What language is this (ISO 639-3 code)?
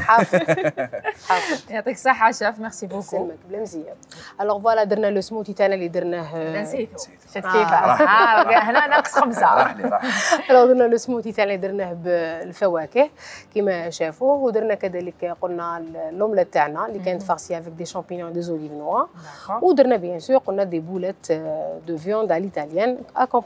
arq